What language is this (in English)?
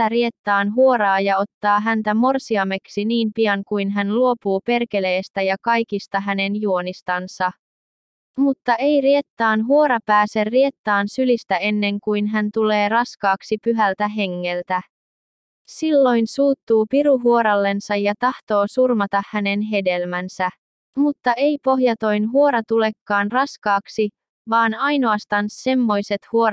Finnish